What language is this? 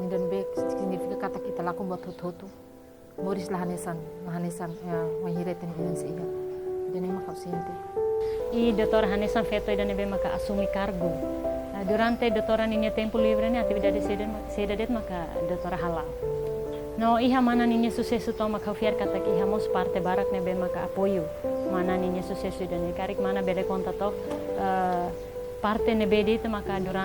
Tetum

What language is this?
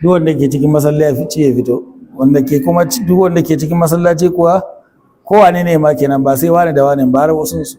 Hausa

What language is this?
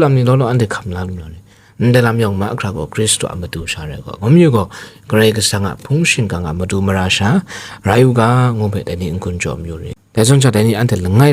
Kachin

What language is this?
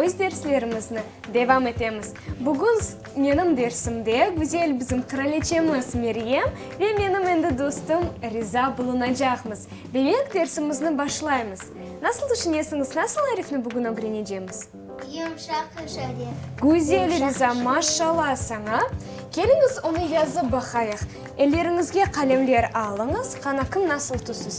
Crimean Tatar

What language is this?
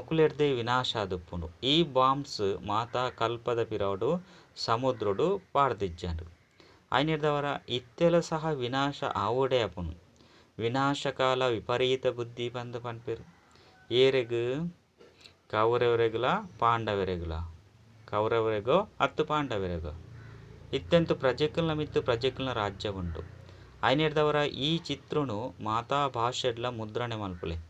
Tulu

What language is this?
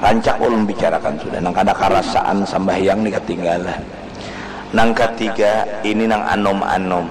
Banjar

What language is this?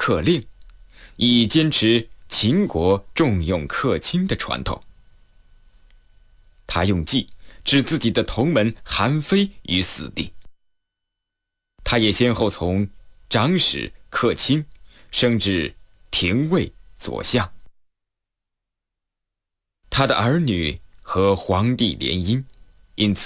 Chinese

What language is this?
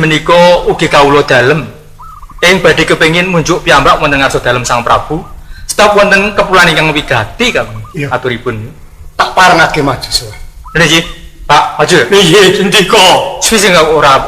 Javanese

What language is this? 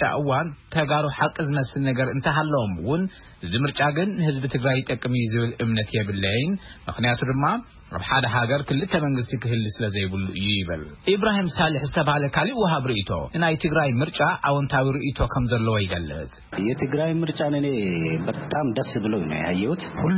Tigrinya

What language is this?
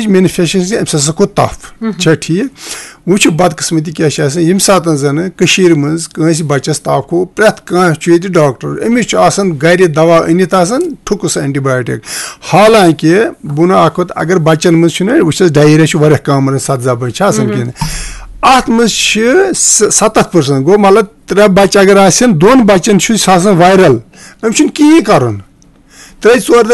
Kashmiri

